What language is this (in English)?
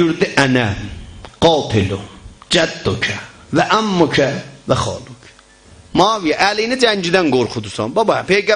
South Azerbaijani